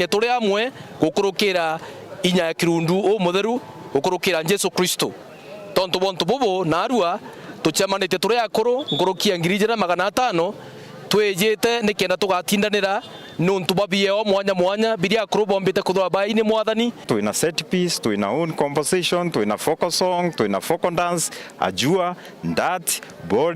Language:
Meru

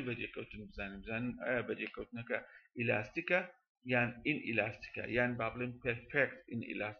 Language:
Central Kurdish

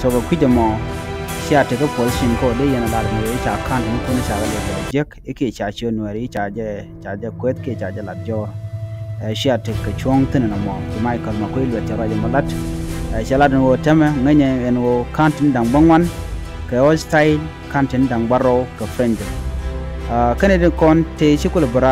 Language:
Nuer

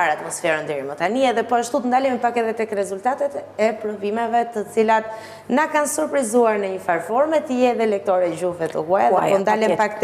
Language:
Albanian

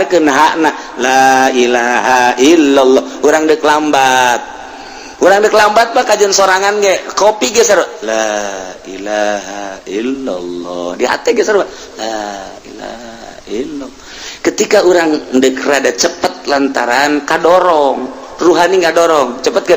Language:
Sundanese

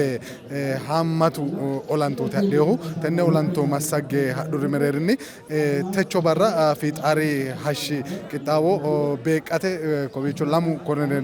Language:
Sidamo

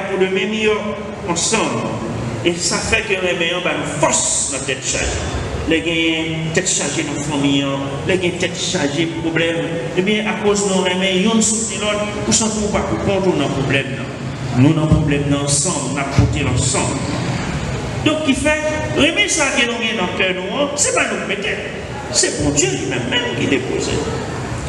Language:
Haitian Creole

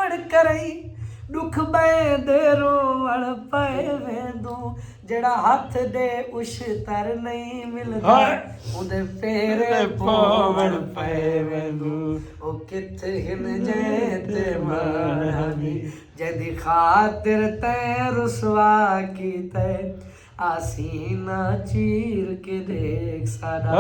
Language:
Saraiki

